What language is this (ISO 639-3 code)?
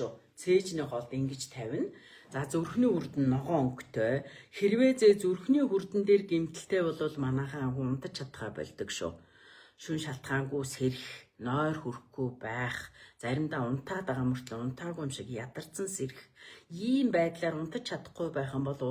mon